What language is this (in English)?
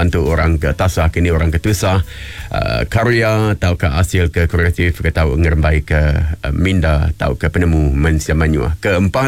Iban